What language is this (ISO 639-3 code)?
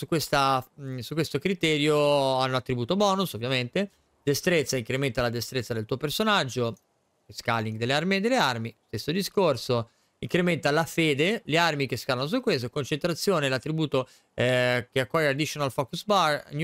ita